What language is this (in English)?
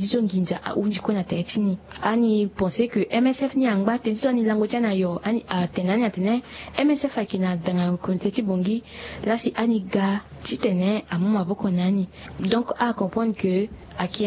Sango